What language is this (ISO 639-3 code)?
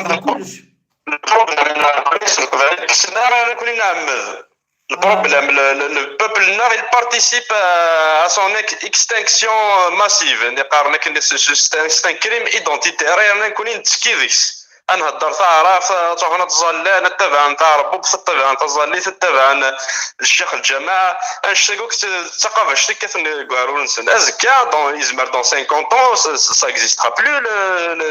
kab